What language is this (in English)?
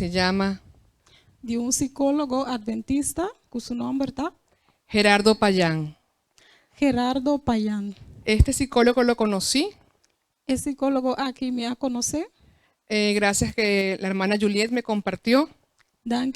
Papiamento